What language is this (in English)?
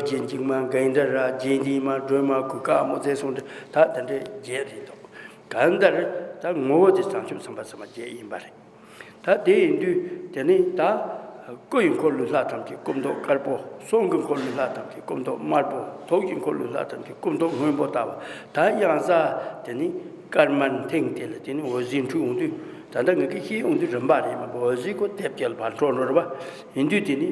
Tibetan